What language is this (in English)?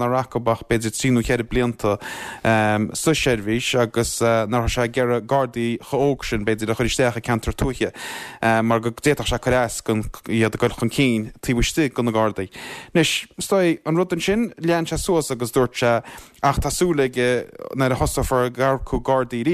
Irish